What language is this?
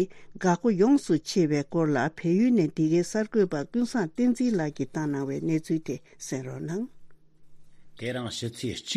Tibetan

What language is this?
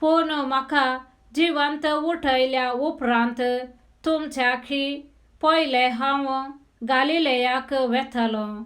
Konkani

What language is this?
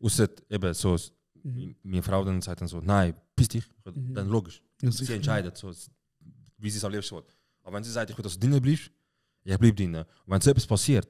Swiss German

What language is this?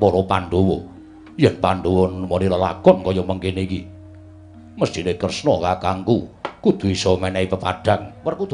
Javanese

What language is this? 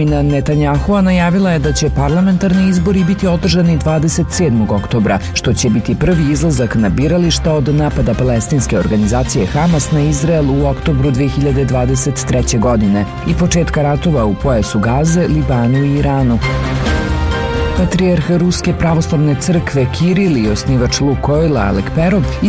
Serbian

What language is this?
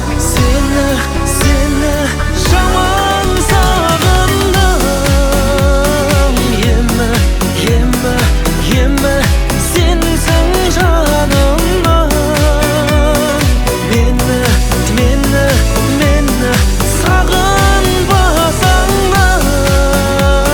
Kazakh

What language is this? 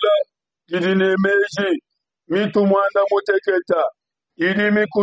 Luba-Lulua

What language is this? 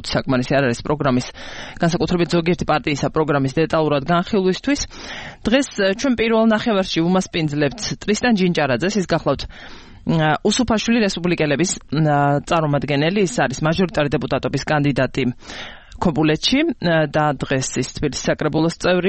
Georgian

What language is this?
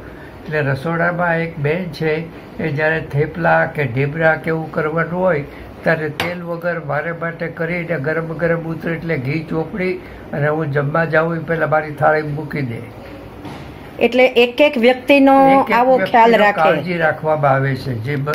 Gujarati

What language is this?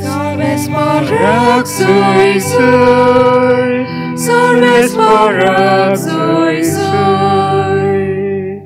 Konkani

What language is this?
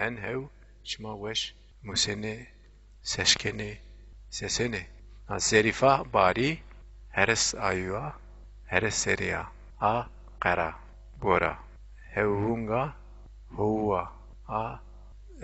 Zaza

